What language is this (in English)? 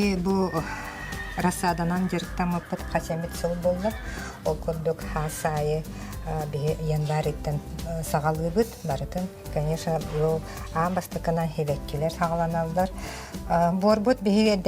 Yakut